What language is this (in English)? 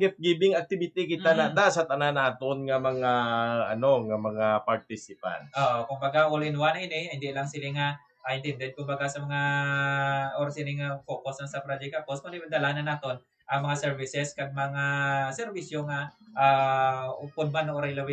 Hiligaynon